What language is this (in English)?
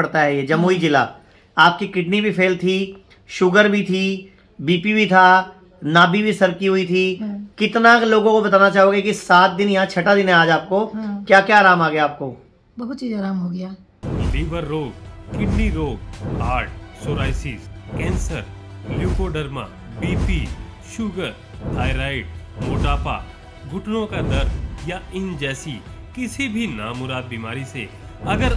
Hindi